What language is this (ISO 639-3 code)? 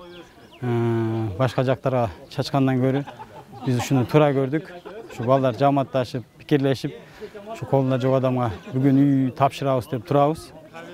kir